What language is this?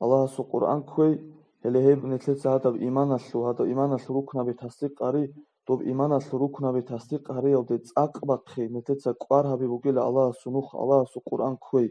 Avaric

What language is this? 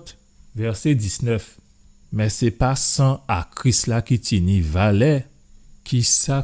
Guadeloupean Creole French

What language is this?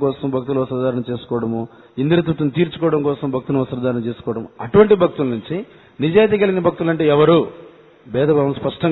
Telugu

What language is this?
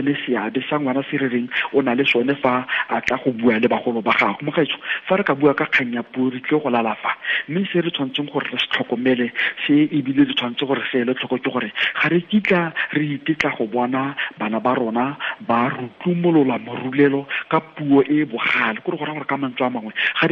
Tswana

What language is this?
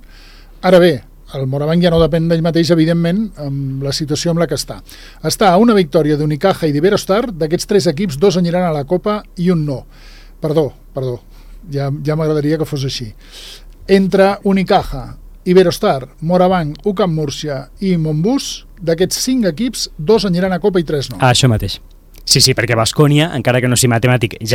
Catalan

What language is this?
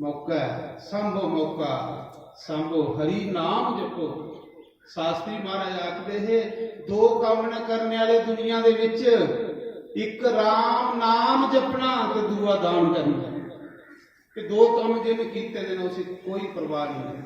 Dogri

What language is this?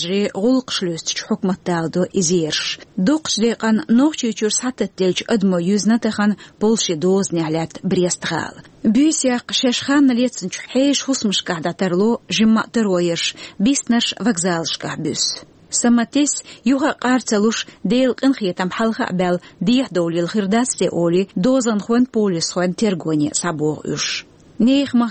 Chechen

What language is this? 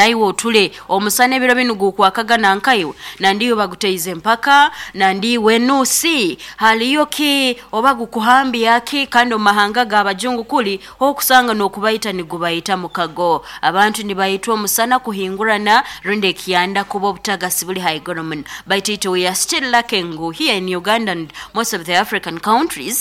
Nyoro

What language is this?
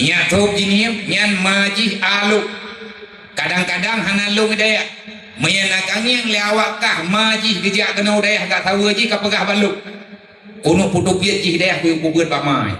Achinese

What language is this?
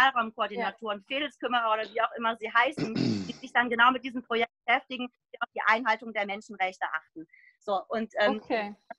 German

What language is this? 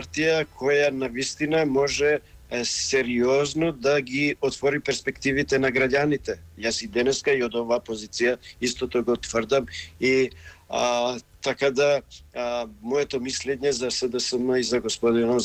Macedonian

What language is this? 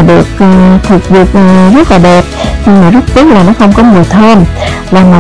Vietnamese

